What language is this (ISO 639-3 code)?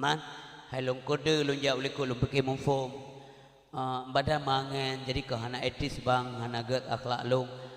ace